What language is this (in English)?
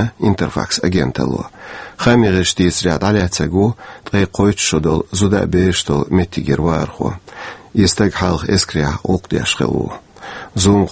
Chechen